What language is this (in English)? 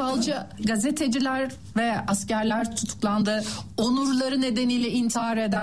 Turkish